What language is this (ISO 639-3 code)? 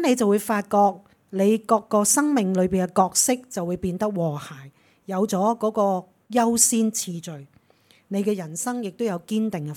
yue